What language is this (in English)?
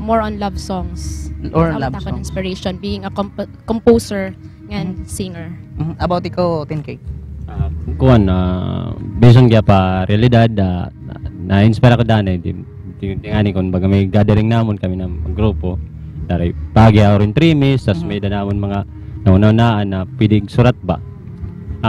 Waray